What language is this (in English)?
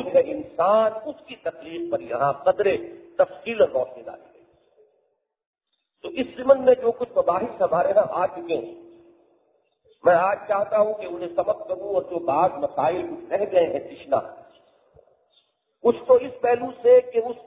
Urdu